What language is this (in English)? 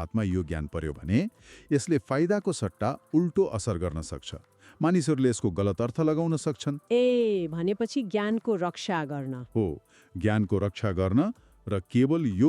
Nepali